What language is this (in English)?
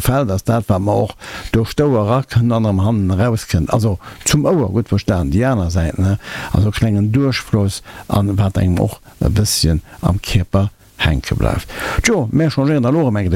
Luxembourgish